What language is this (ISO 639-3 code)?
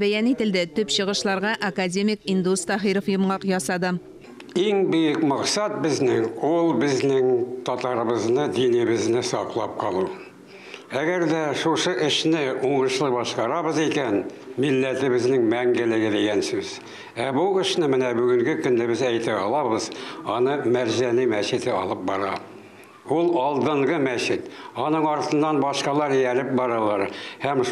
tat